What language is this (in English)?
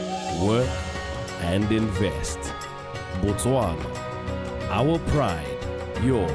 Tswana